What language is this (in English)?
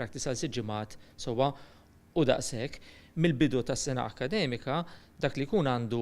Maltese